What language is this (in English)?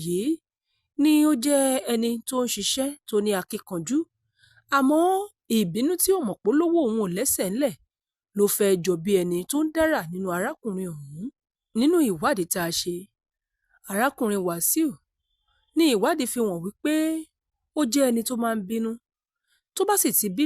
Yoruba